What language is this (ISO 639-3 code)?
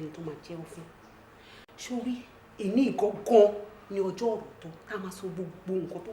yor